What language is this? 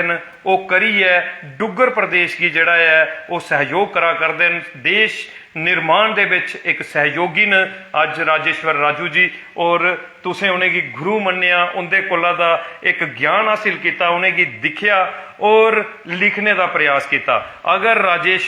Dogri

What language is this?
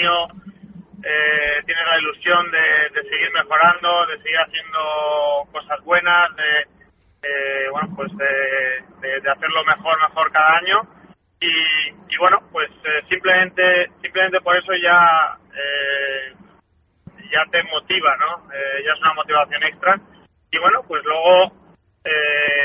Spanish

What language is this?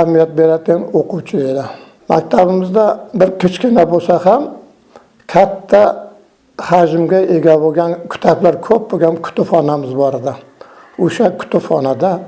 Uzbek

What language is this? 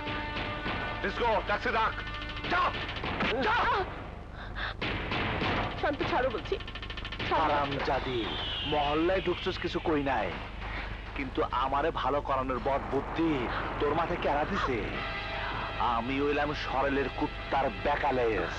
Bangla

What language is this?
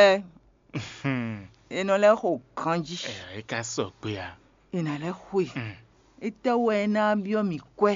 Fon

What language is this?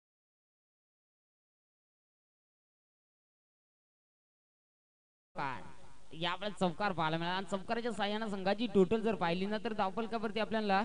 Marathi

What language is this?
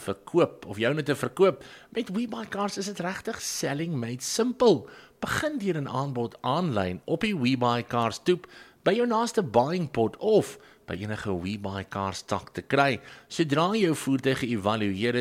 Afrikaans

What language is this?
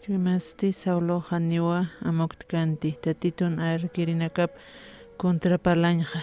Aymara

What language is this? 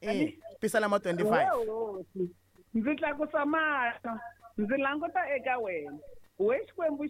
Tsonga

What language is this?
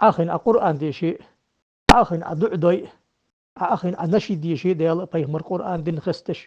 Ingush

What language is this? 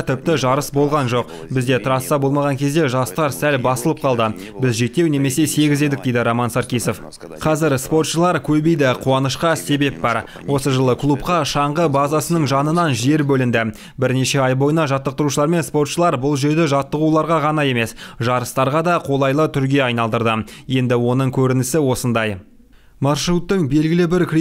Kazakh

